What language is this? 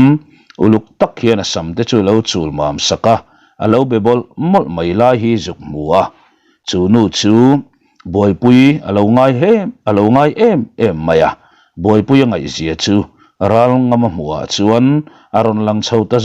Mizo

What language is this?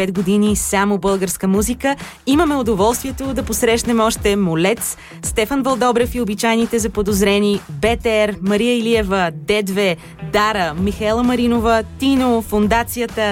Bulgarian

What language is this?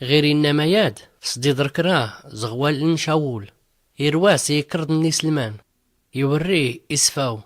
Tachelhit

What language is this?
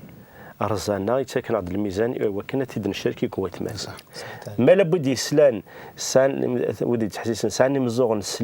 Kabyle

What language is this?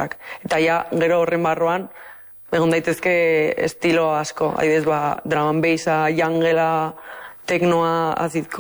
Basque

